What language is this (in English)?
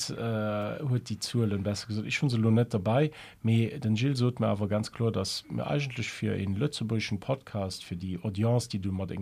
Luxembourgish